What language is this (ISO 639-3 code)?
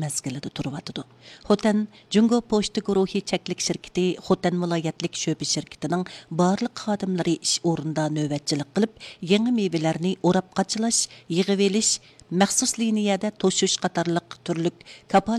uig